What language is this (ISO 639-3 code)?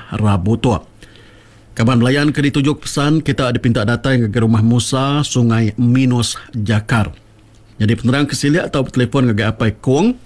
iba